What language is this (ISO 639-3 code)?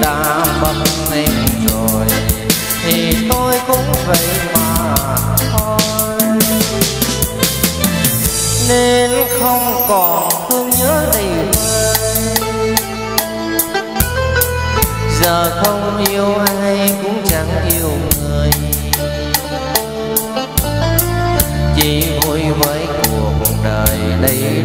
vie